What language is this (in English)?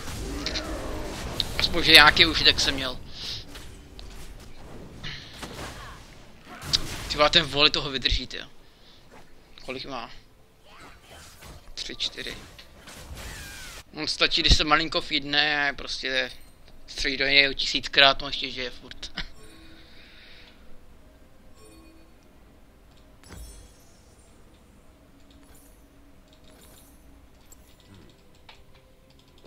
Czech